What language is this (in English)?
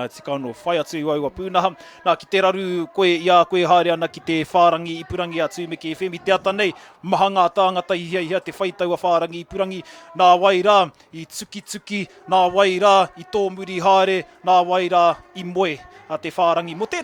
Māori